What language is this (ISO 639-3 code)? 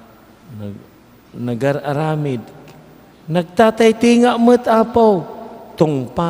ilo